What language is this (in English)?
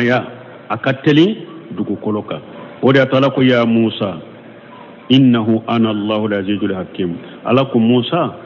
Bambara